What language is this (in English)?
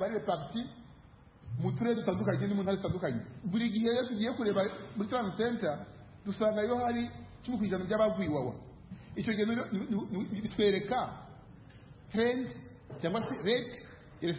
Kinyarwanda